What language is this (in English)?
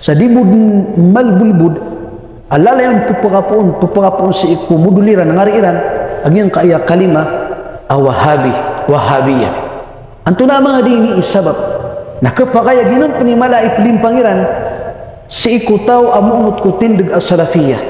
Maranao